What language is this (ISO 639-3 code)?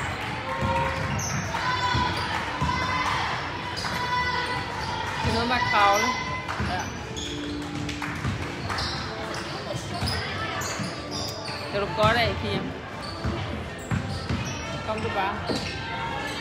dan